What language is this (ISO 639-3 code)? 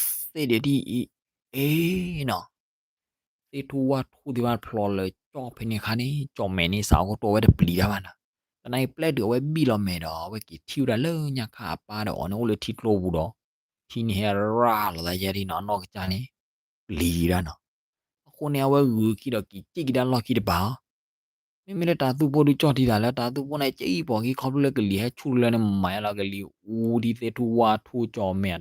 ksw